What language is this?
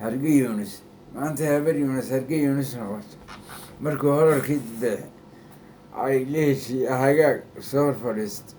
Somali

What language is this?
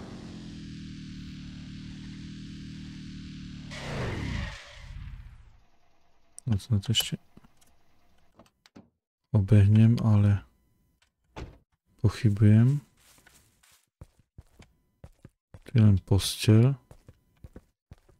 Slovak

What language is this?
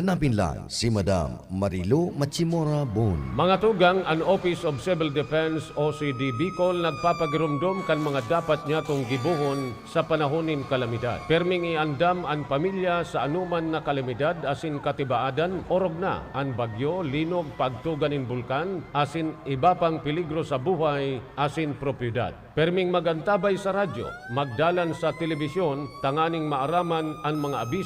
Bikol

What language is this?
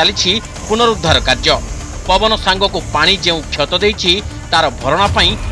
Odia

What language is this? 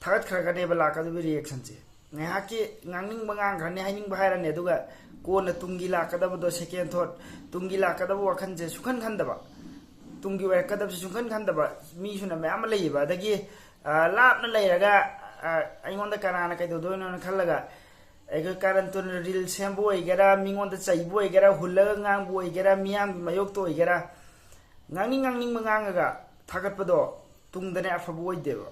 Manipuri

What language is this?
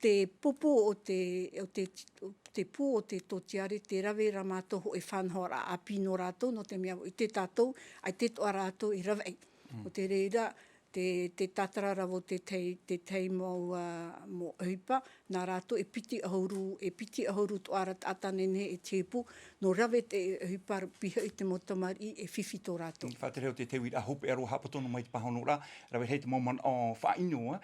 Tahitian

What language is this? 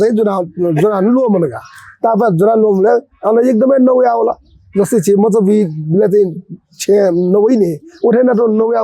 Newari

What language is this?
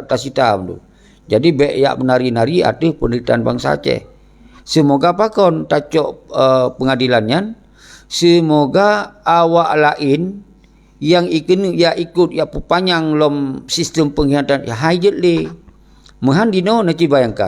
Achinese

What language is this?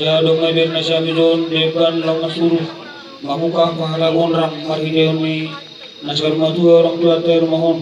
Batak Simalungun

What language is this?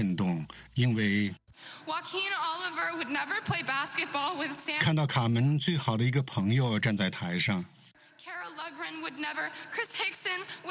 Chinese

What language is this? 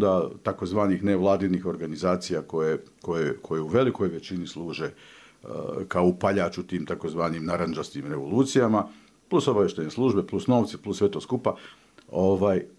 Bosnian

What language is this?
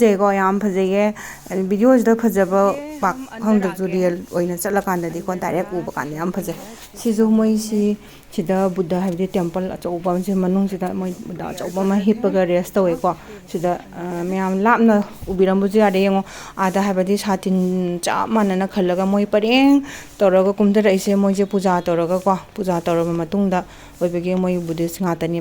Manipuri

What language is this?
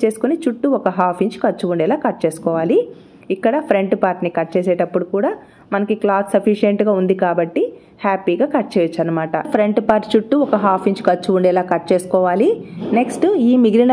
Telugu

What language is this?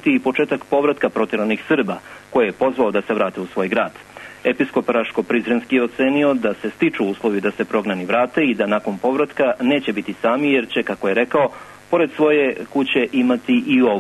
Serbian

